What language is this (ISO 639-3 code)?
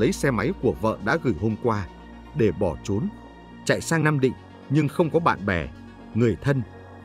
vie